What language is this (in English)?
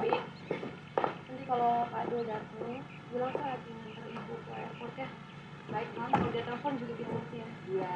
Betawi